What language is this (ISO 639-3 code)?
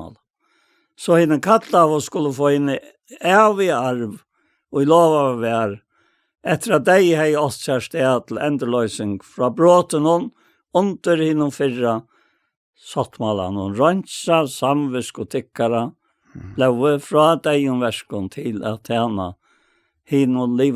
fao